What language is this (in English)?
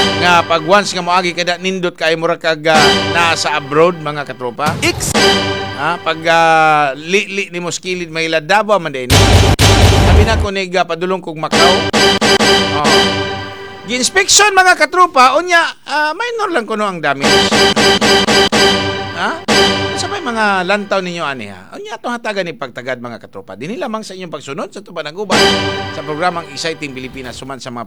Cebuano